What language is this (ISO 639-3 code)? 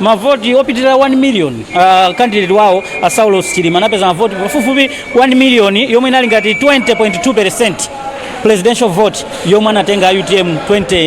nya